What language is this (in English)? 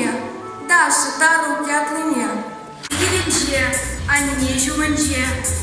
Chuvash